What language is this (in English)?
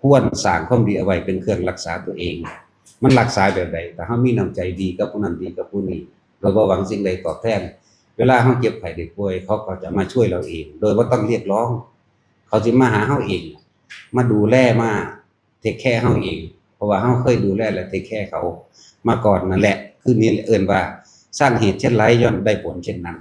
Northeastern Thai